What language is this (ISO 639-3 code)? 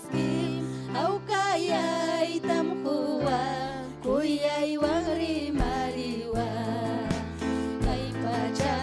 quy